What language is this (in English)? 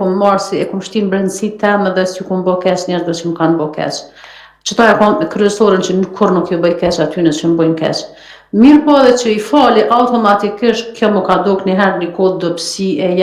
Albanian